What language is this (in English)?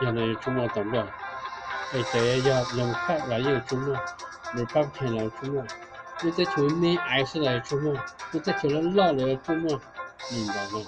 Hmong